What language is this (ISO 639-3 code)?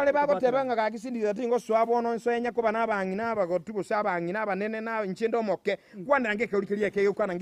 guz